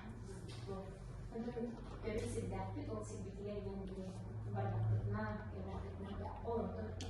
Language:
Yakut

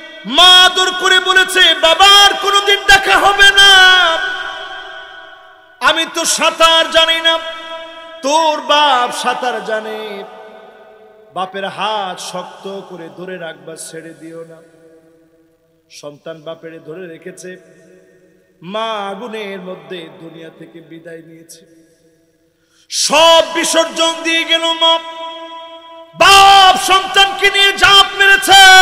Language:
Bangla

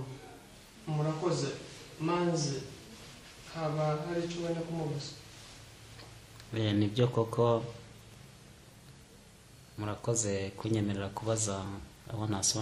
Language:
Kinyarwanda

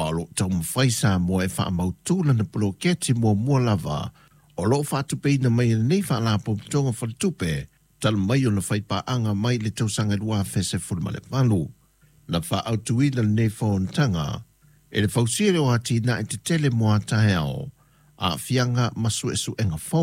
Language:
Samoan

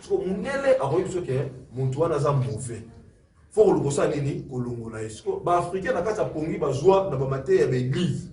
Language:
Lingala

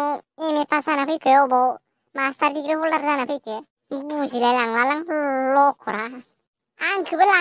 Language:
Bodo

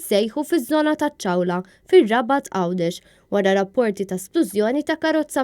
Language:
Maltese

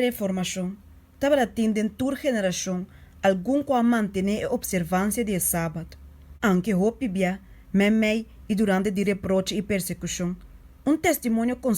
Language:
Papiamento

